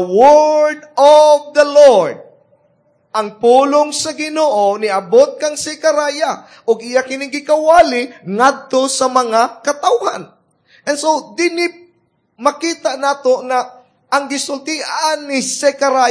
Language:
Cebuano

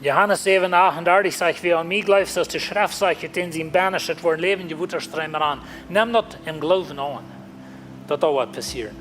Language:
Plautdietsch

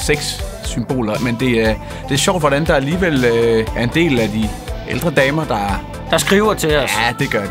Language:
Danish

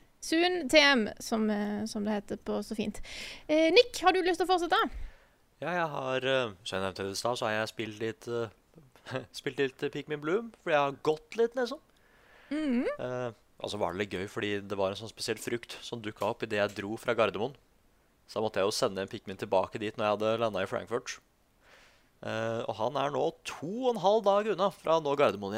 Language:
Norwegian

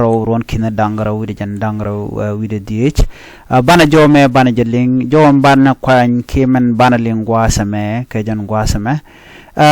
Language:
Nuer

